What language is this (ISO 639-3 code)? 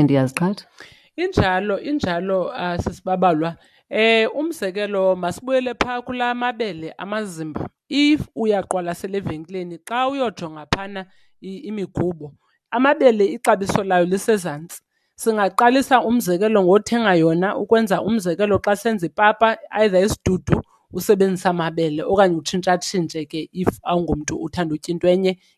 xho